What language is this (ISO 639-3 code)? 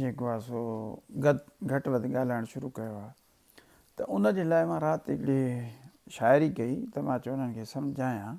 snd